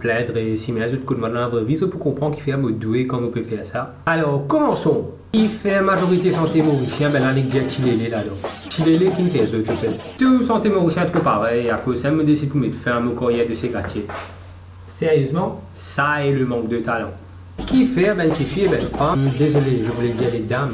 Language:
Morisyen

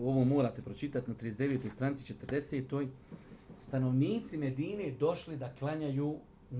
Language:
Bosnian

